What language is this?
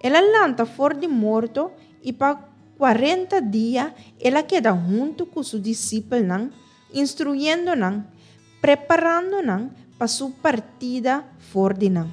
Papiamento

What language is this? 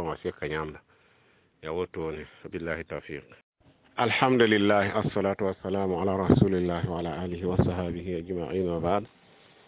Mossi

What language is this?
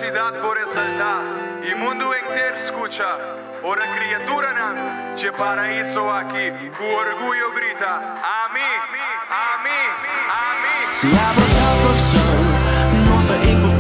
Papiamento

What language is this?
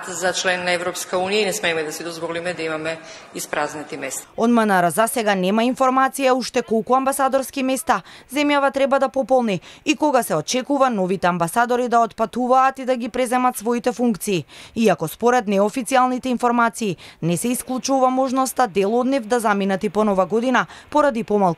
Macedonian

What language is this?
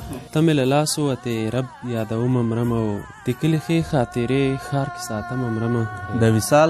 Pashto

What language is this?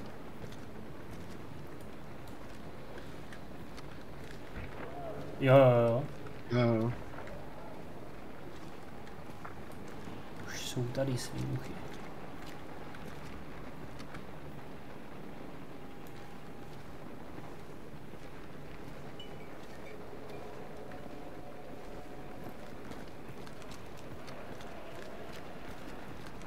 Czech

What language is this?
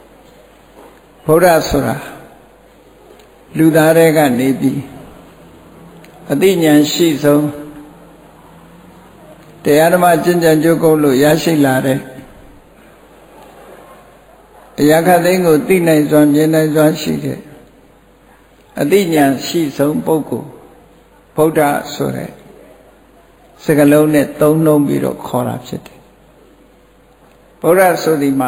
Burmese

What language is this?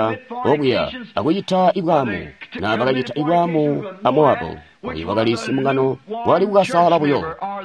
Tonga (Zambia)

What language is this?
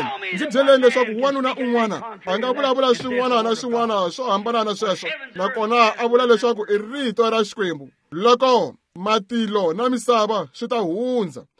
Tsonga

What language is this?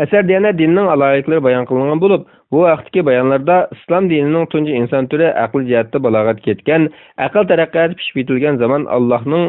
Uyghur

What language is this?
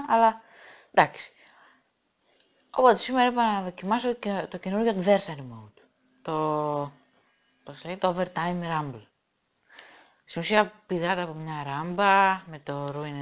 Greek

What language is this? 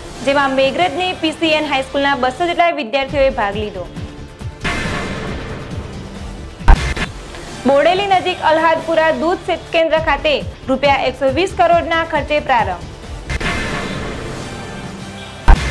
Gujarati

